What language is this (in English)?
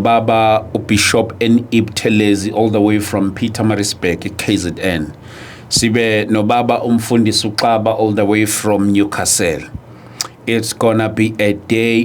Zulu